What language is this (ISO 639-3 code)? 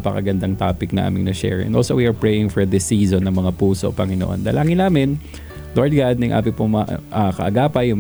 fil